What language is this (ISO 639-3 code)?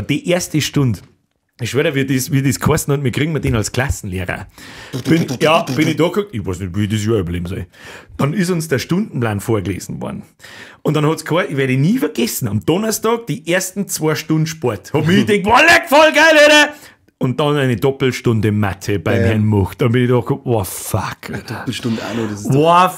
bar